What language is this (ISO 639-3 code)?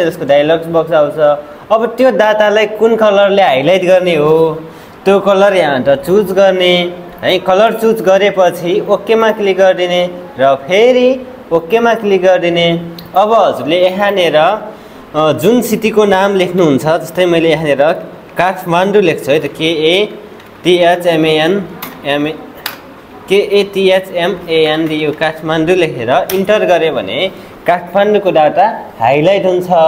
nep